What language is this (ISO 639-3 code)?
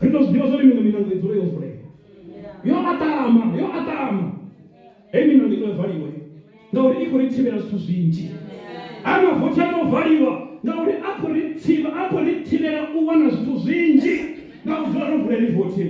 ven